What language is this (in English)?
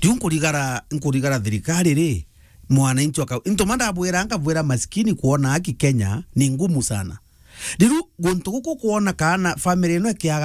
Meru